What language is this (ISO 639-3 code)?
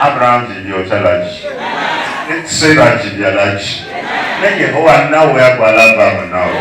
ewe